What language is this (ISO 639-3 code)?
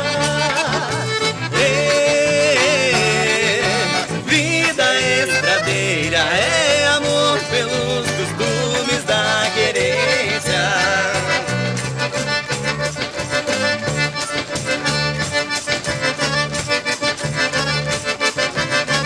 por